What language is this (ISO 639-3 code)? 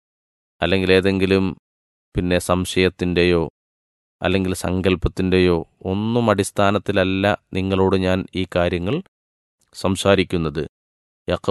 mal